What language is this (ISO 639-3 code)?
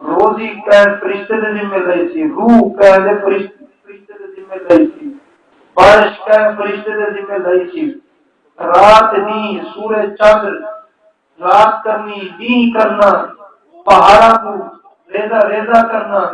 skr